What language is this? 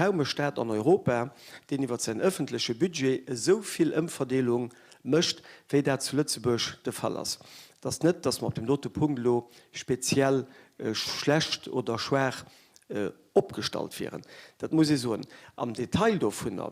Luxembourgish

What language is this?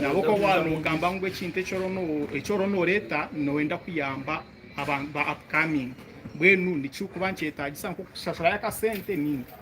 Nyankole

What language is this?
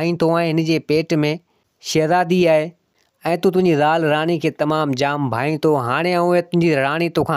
Sindhi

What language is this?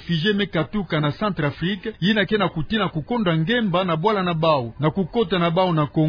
Kituba (Democratic Republic of Congo)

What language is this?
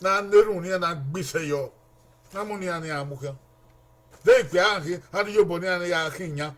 Bini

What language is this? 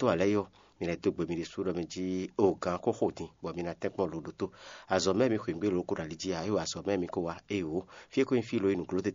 Fon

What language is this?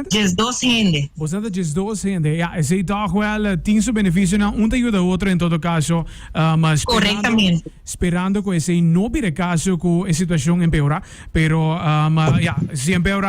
Papiamento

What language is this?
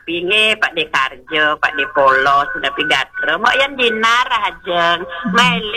Balinese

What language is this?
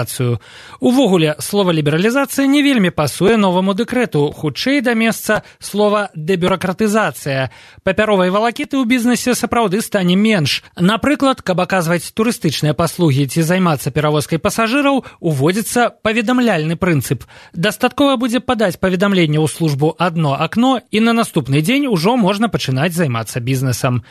Belarusian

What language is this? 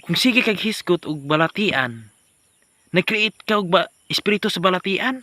Cebuano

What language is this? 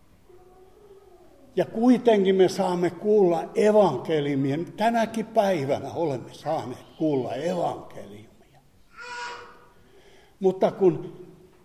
Finnish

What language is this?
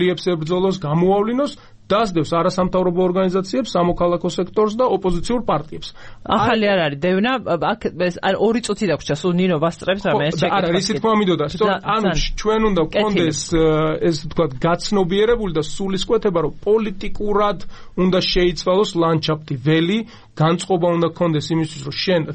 Georgian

